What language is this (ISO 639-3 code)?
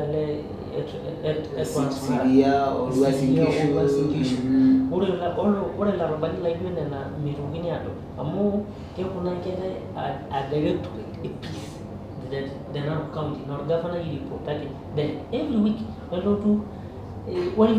mas